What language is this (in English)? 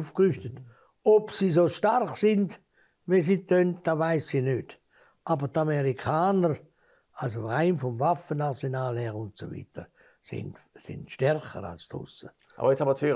German